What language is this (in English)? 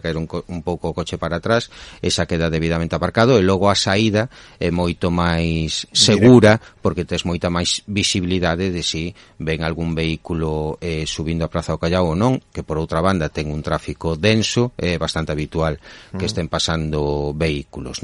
Galician